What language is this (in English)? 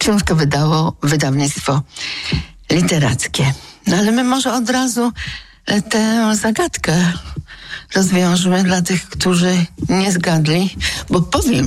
Polish